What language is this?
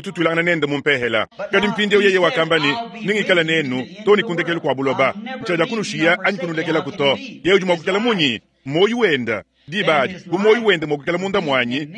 Luba-Lulua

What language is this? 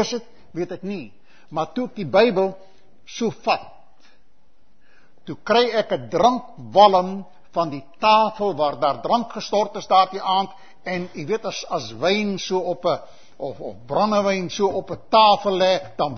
Afrikaans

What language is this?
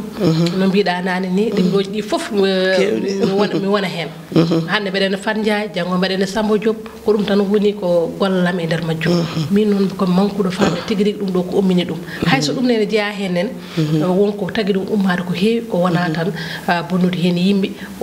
Fula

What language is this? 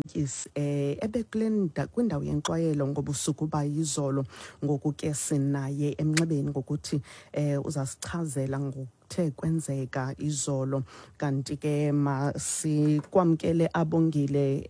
Xhosa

